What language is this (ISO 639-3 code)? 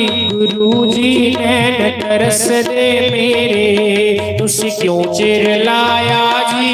doi